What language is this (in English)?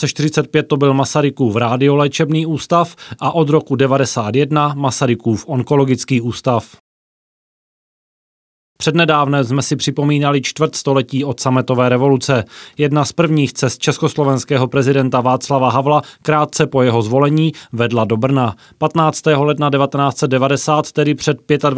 Czech